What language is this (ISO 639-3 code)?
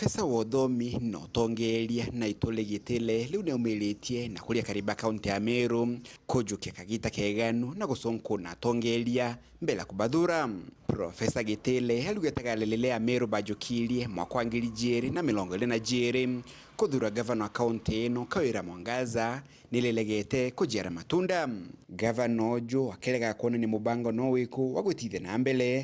mer